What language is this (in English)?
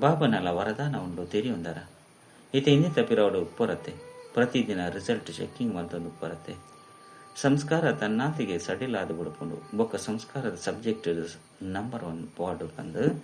Tulu